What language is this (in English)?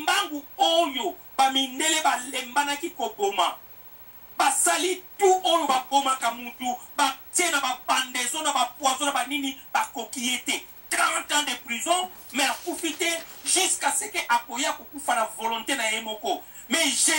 Lingala